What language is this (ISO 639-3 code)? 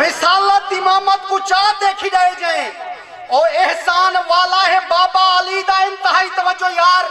skr